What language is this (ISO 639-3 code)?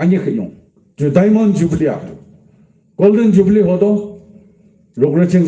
yim